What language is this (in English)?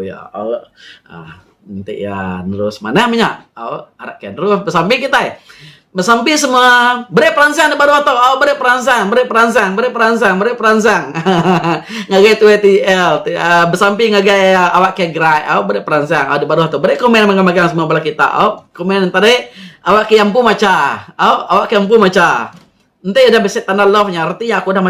Iban